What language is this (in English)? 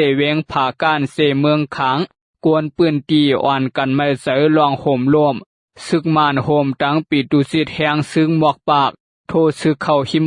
Shan